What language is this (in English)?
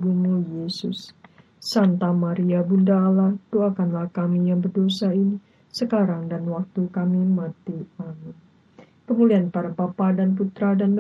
Indonesian